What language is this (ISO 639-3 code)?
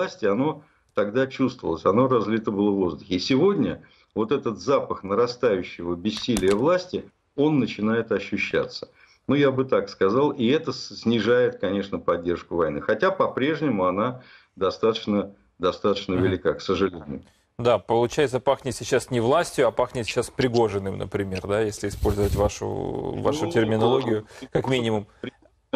rus